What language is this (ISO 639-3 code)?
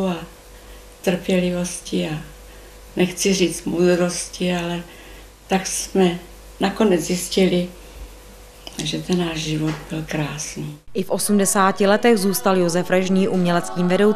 ces